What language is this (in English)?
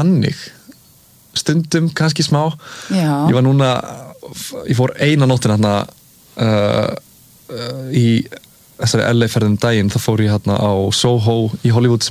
Icelandic